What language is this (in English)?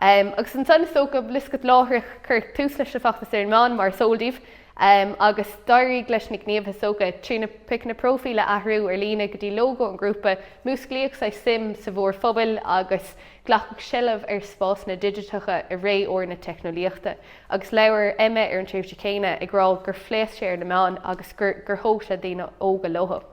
Irish